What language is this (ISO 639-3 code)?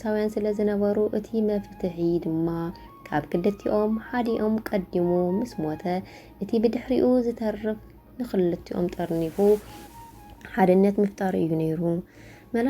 tir